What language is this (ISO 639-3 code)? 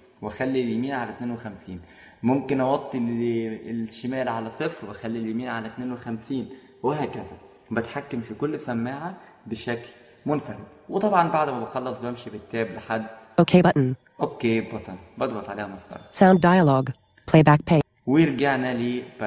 arz